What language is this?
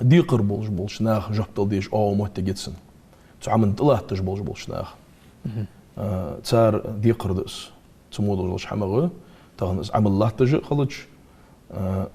Ingush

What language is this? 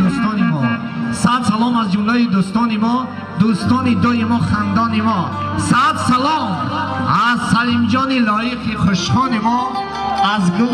Tajik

